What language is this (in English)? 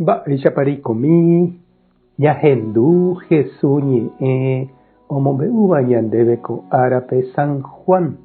Guarani